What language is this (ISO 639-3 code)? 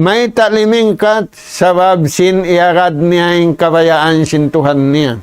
tsg